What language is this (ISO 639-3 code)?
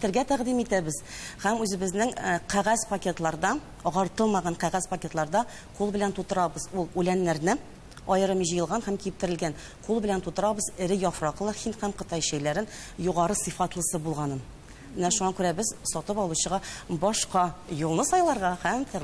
tat